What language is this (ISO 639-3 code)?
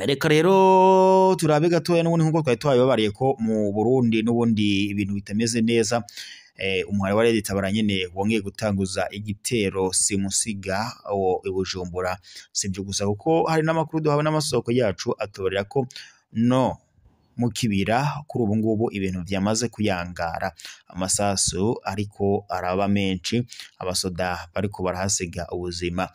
run